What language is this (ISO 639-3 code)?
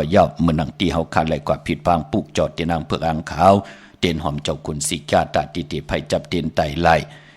shn